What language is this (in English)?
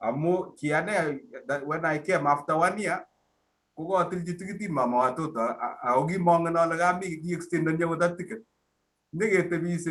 Kalenjin